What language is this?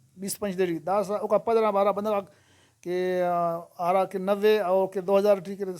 Brahui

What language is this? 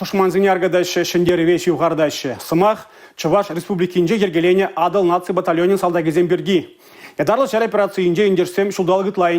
Chuvash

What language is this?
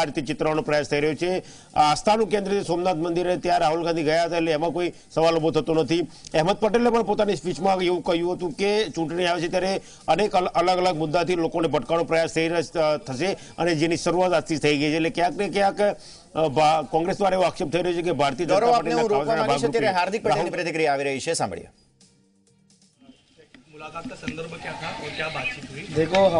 Gujarati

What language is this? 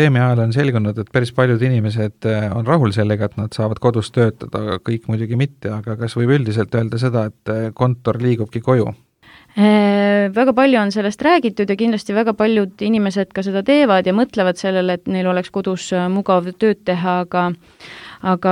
Estonian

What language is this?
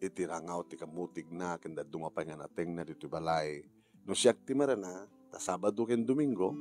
Iloko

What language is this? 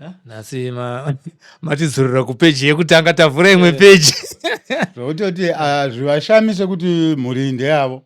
Shona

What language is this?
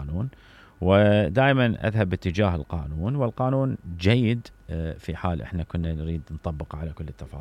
Mesopotamian Arabic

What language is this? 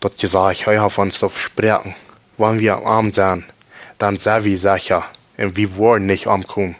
Plautdietsch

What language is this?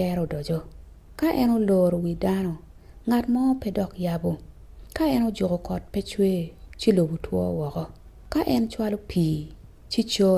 Acoli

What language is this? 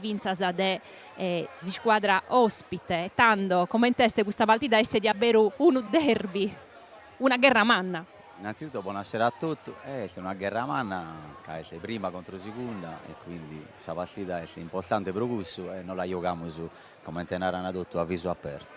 Sardinian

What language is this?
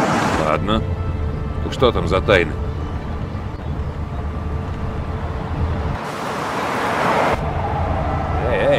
Russian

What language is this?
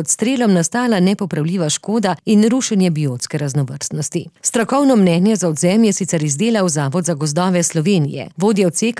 Slovenian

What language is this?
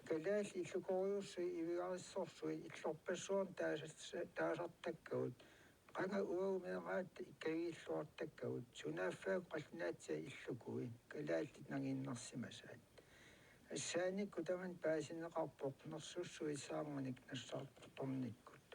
Kalaallisut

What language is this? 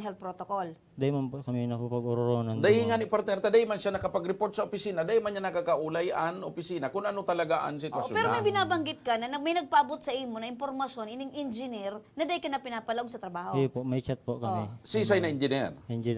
Bikol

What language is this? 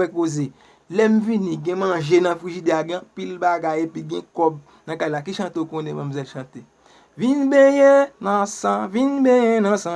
Haitian Creole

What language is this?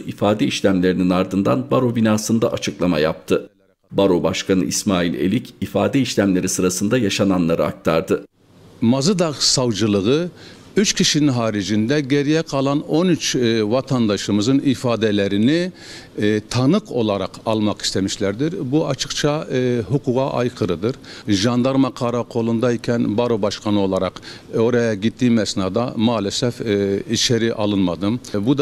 Turkish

